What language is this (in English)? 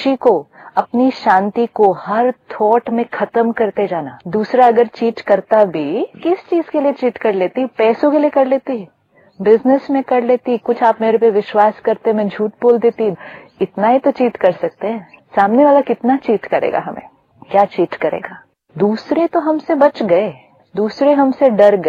Hindi